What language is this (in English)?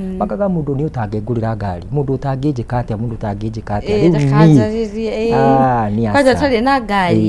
Kikuyu